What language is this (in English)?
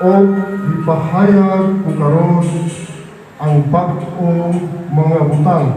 Cebuano